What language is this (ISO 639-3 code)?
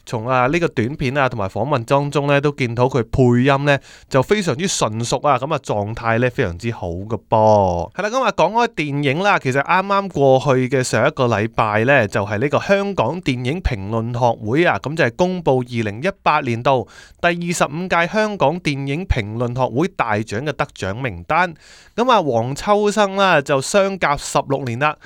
yue